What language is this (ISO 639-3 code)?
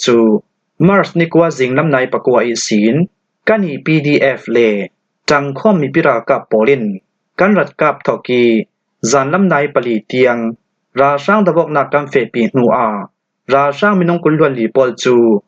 cfm